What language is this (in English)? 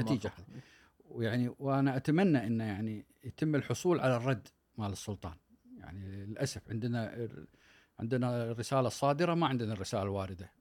Gulf Arabic